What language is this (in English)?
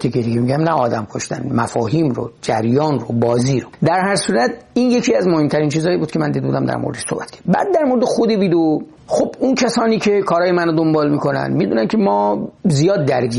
Persian